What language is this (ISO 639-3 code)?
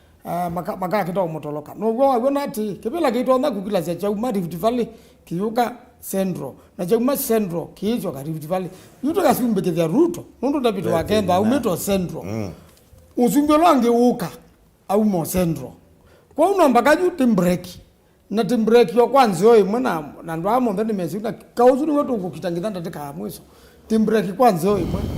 kam